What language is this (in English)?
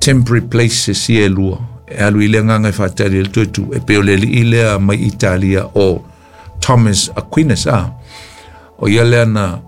Samoan